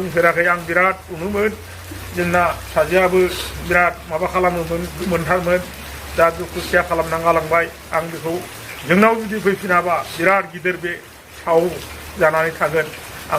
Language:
Bodo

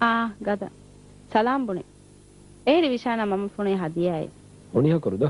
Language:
Divehi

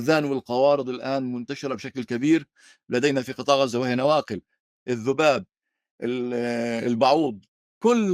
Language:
North Levantine Arabic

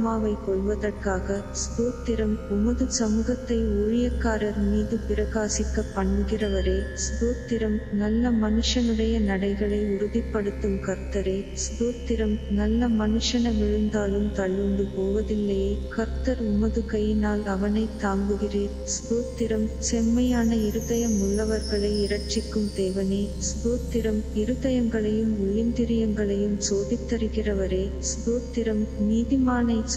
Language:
Tamil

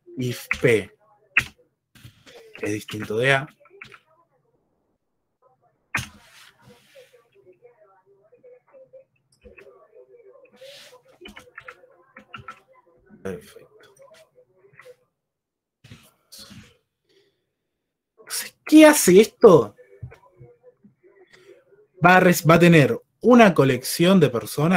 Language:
Spanish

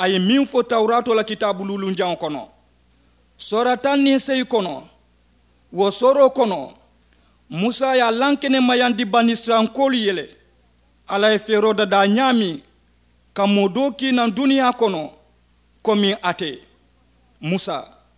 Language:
Mandingo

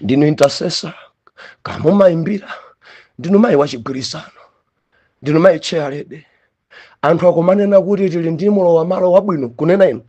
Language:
Nyanja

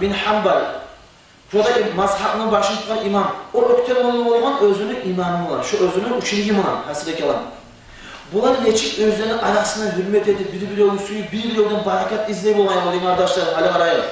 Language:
Kumyk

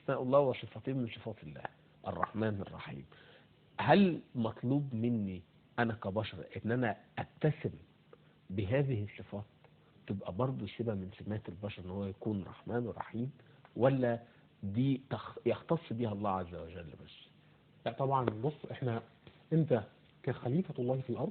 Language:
Egyptian Arabic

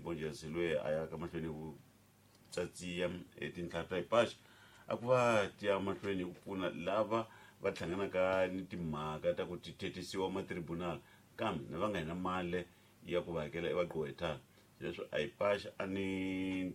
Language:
Tsonga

